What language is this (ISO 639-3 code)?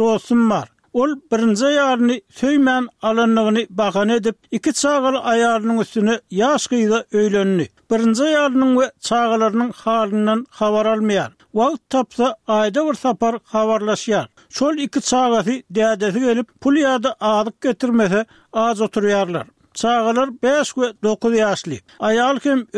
tuk